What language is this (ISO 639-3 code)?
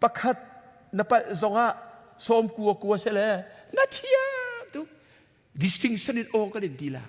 cnh